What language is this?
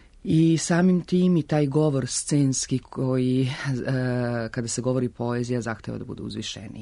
Serbian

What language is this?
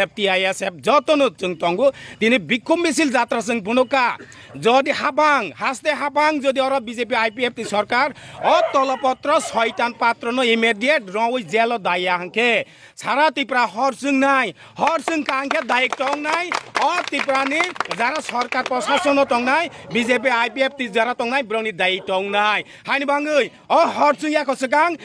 Kok Borok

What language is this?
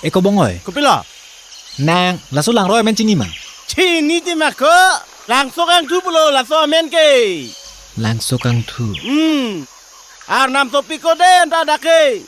Karbi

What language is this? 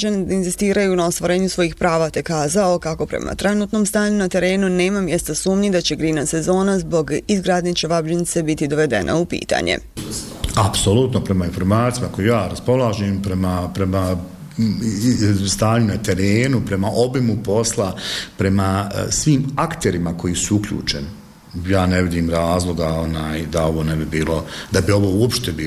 Bosnian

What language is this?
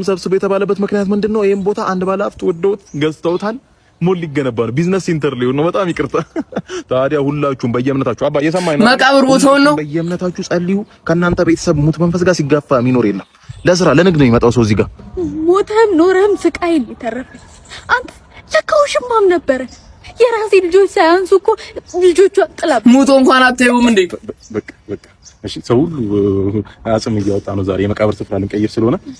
Amharic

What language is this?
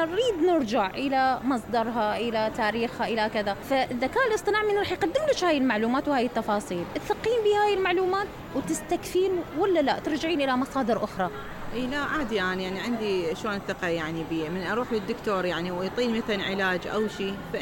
Mesopotamian Arabic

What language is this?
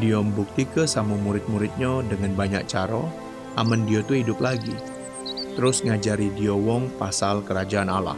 Musi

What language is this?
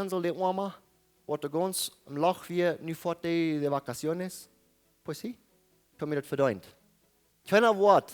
Plautdietsch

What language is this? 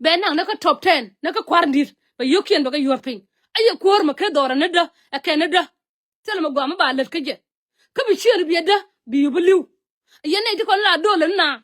Nuer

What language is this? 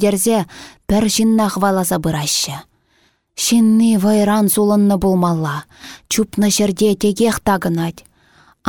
Chuvash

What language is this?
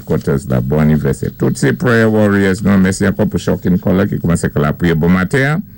Saint Lucian Creole French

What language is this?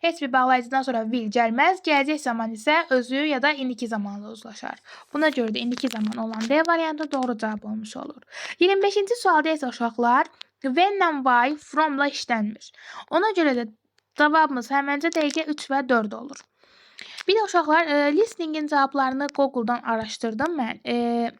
Azerbaijani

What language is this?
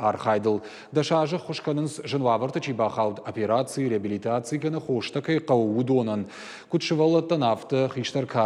Ossetic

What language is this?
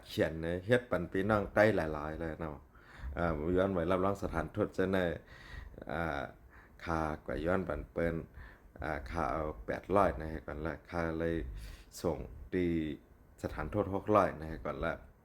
Shan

